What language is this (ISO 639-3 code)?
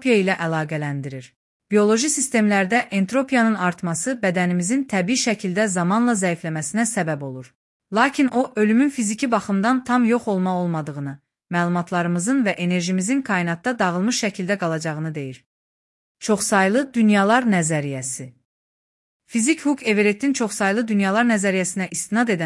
aze